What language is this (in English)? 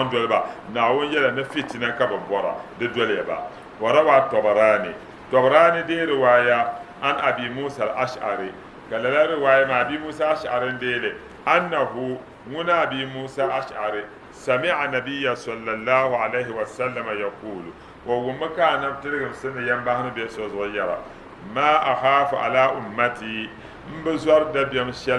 Dagbani